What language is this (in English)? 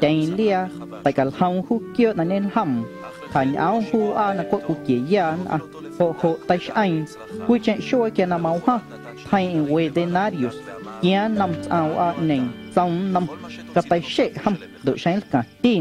Guerrero Amuzgo